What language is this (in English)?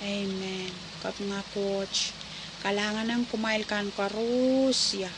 Pohnpeian